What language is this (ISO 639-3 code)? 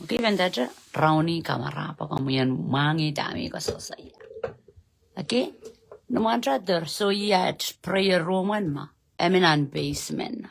pon